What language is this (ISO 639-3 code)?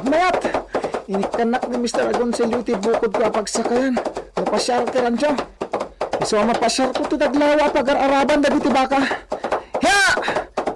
ilo